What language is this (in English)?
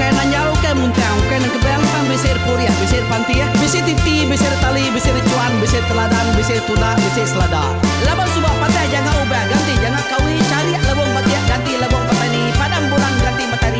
Iban